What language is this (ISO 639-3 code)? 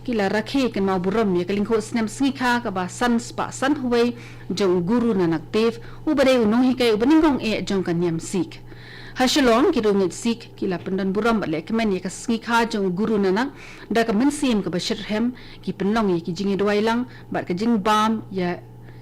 kha